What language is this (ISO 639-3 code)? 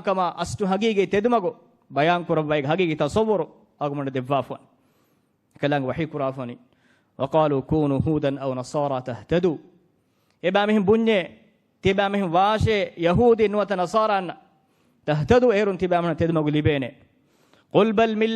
div